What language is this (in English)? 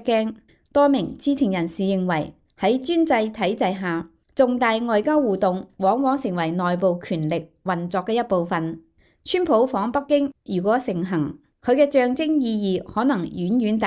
Cantonese